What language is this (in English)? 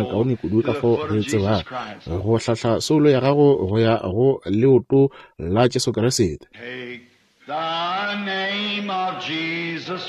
Northern Sotho